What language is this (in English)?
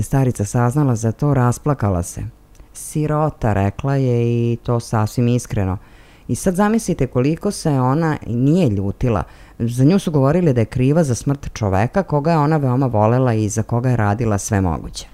Serbian